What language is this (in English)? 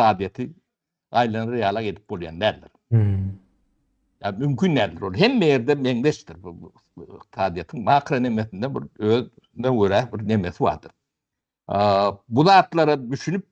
Turkmen